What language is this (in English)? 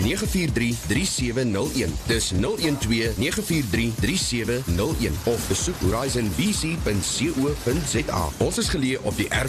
Afrikaans